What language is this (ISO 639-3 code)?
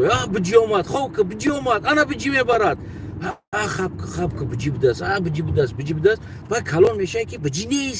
tgk